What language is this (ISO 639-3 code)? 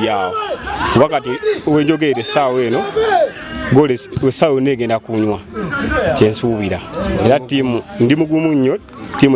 lug